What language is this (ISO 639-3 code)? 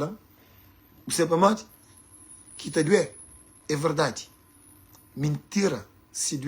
kea